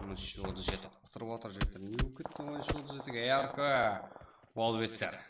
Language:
Kara-Kalpak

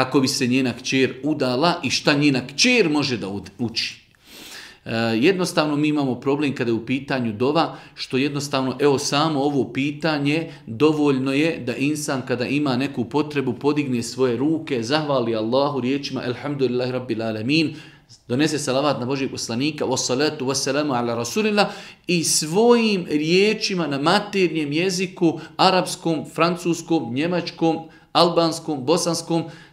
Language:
Bosnian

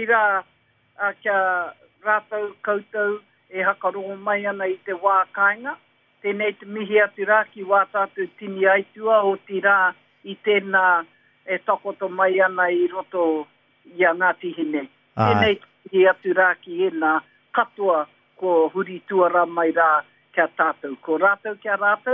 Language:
Māori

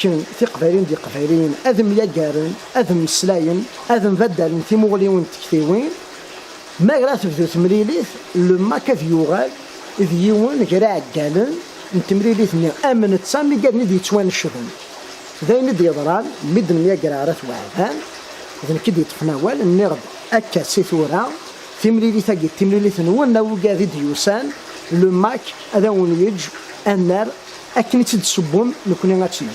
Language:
Kabyle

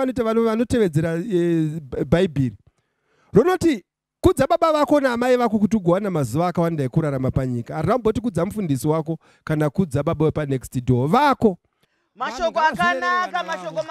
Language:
Shona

